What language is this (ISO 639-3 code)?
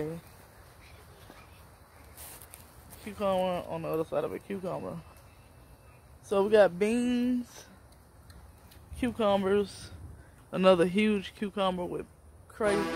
eng